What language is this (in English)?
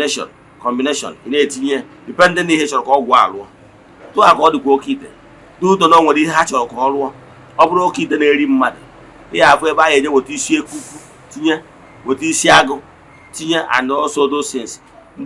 Igbo